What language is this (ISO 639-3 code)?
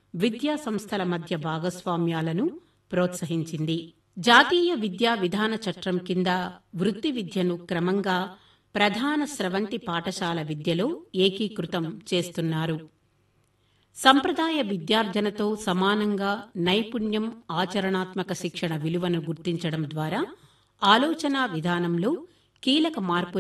tel